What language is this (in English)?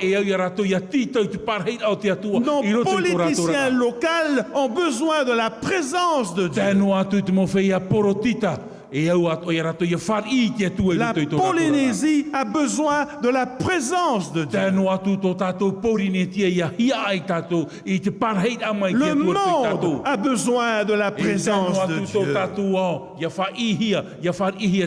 Tahitian